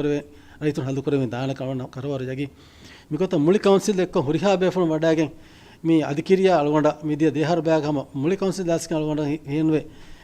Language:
Divehi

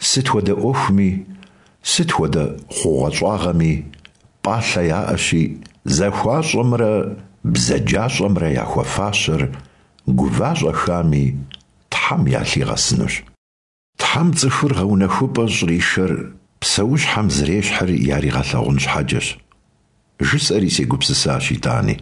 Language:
Kabardian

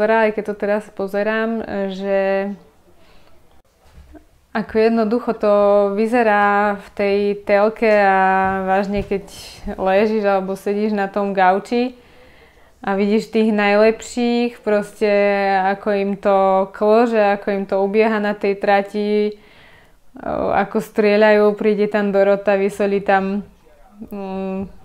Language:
Slovak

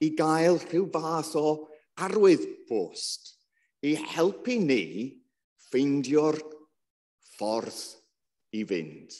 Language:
Welsh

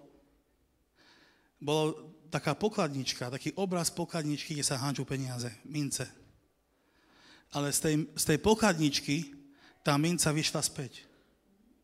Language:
Slovak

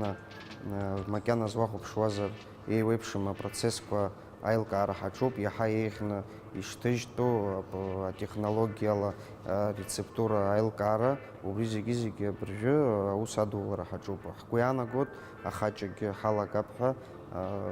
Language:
Abkhazian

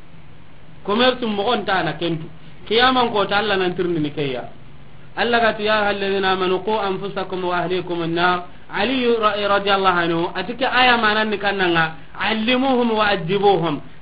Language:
Soninke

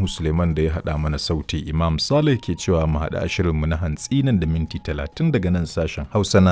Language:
Hausa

